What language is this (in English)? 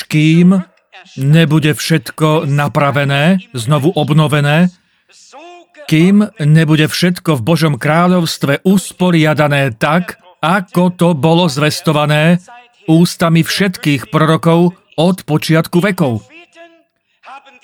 Slovak